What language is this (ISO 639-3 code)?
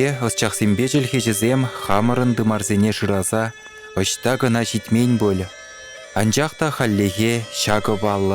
chv